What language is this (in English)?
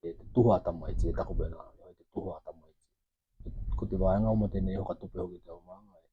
Tokelau